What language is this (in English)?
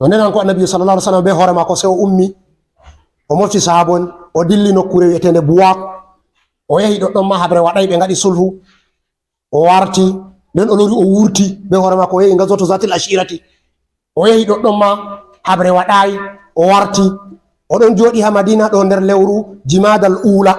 Fula